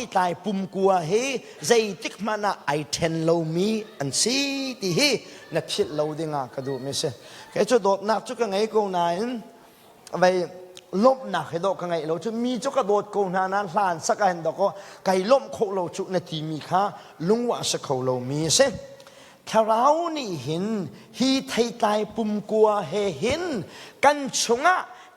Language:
Hakha Chin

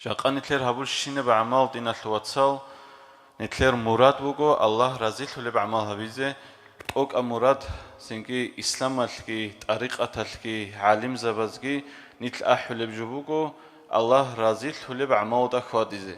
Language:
Avaric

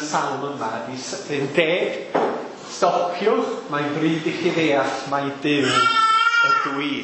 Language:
Welsh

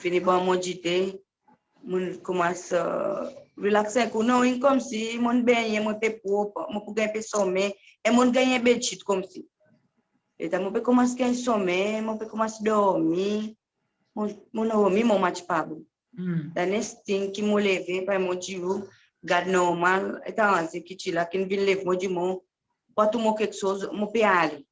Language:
Seselwa Creole French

